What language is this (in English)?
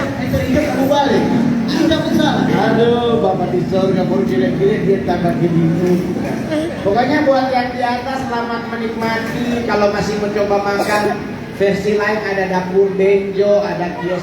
Manado Malay